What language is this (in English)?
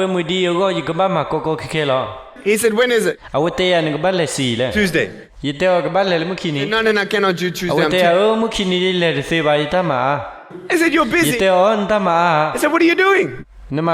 S'gaw Karen